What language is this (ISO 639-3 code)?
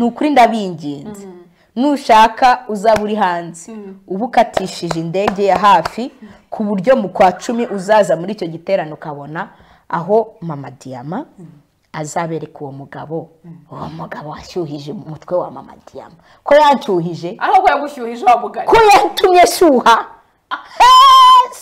kin